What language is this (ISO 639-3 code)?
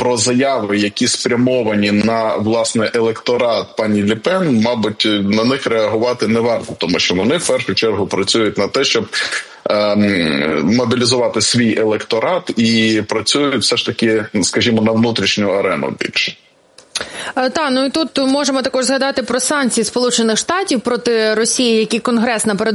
ukr